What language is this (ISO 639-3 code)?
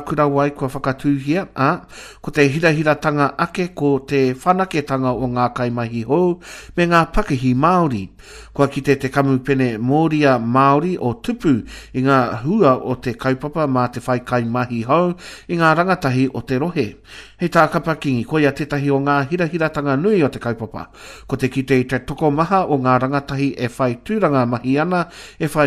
mri